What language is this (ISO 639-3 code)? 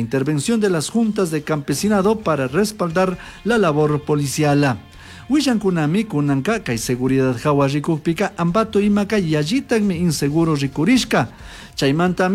qug